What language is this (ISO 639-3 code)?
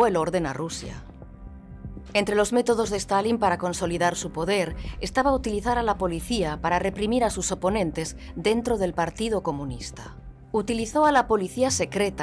spa